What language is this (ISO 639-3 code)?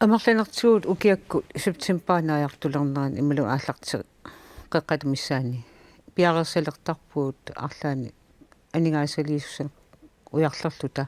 kal